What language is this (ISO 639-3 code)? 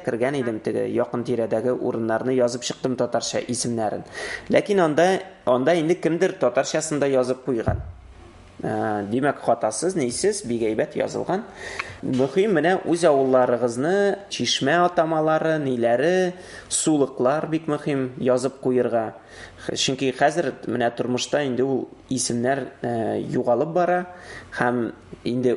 tat